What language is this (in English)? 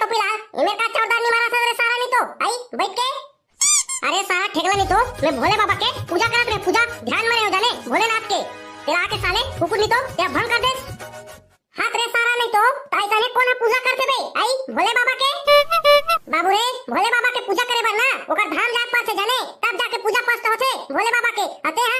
Chhattisgarhi